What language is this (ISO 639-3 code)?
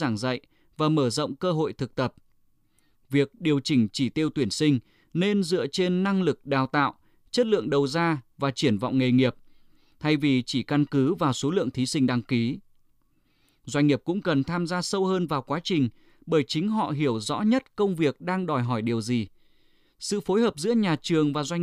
vie